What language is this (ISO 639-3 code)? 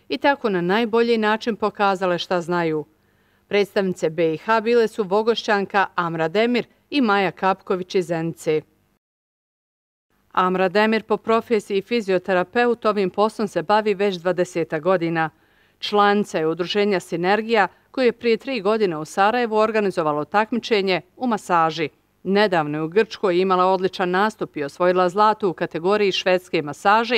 bos